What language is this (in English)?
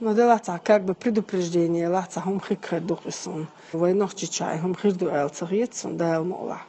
Chechen